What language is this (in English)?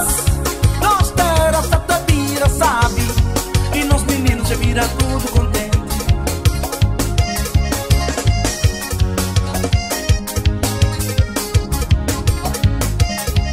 Kabuverdianu